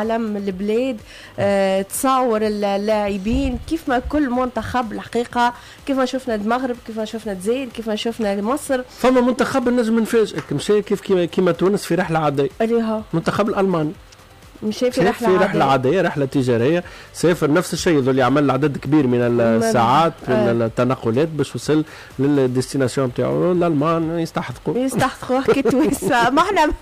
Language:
Tunisian Arabic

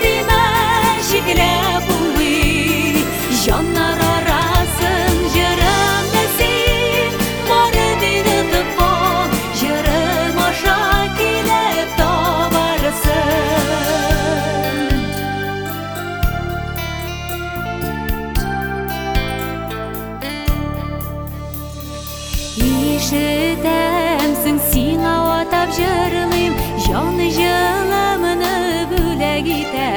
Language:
Tatar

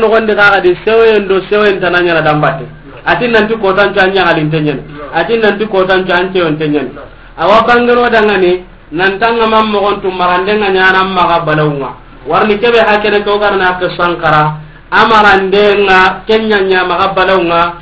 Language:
Soninke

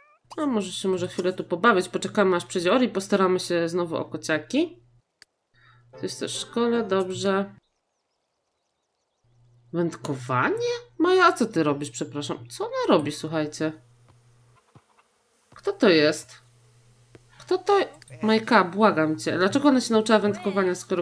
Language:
Polish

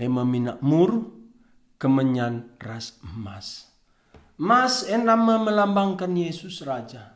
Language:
Batak Karo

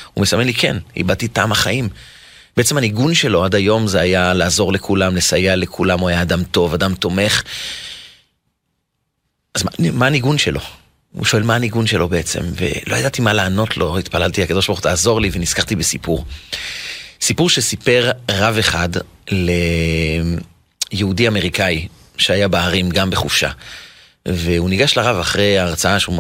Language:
Hebrew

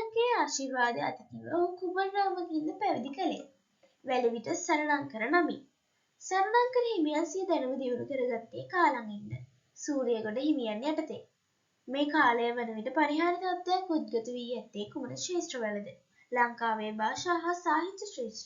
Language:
Sinhala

